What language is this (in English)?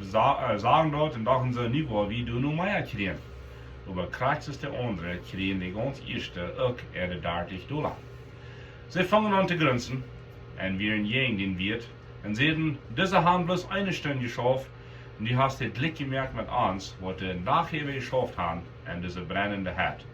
Plautdietsch